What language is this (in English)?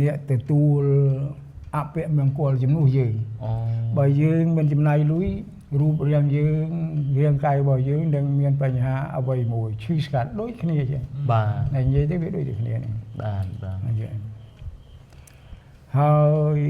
Khmer